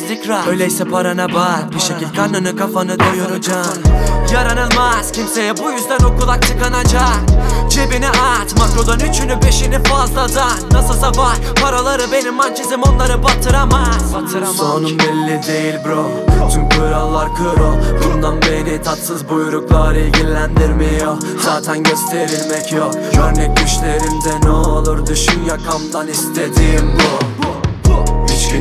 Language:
Turkish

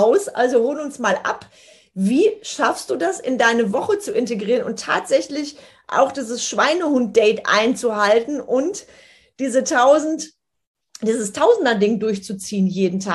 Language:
German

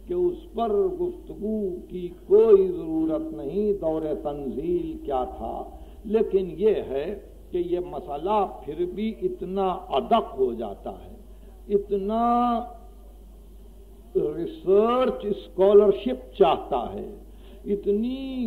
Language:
Urdu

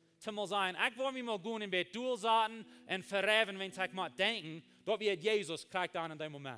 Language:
Plautdietsch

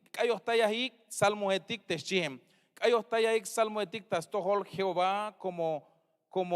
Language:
Tzeltal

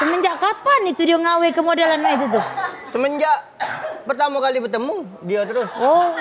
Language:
Musi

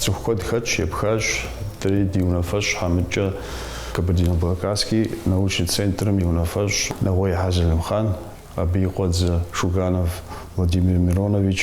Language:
Kabardian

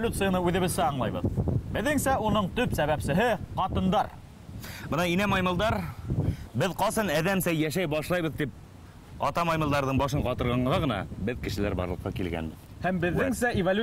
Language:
Bashkir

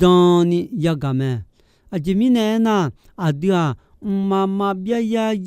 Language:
Akha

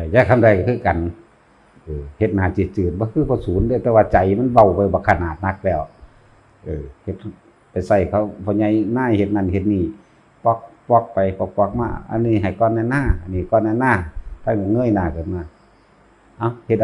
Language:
Northeastern Thai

